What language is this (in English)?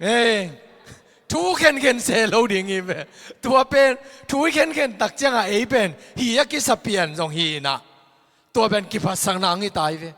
Tedim Chin